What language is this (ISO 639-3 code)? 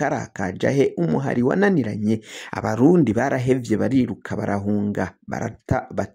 run